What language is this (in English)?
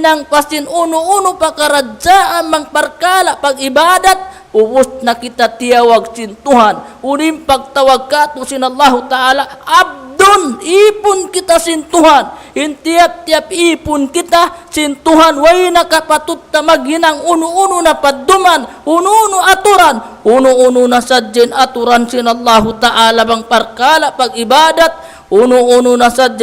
Tausug